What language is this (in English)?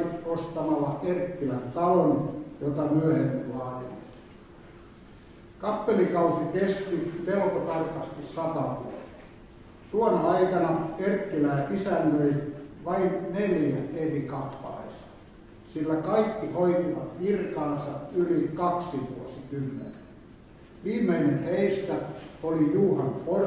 Finnish